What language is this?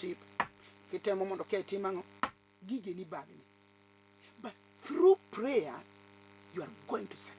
Luo (Kenya and Tanzania)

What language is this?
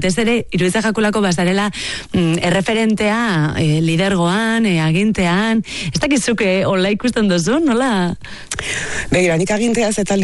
Basque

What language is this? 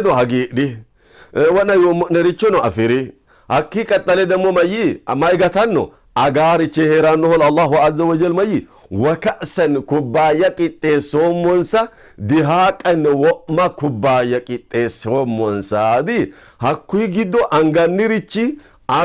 Sidamo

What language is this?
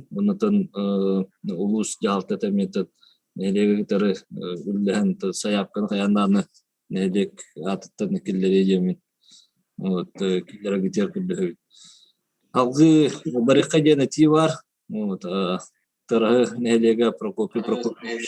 Yakut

